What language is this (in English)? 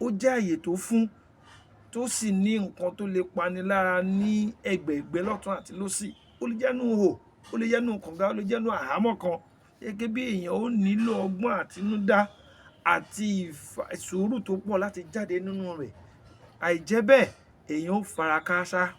Yoruba